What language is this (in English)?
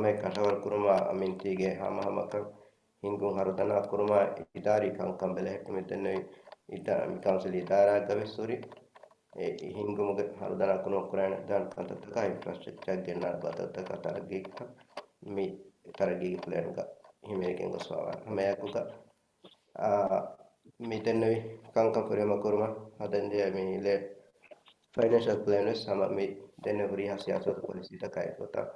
Divehi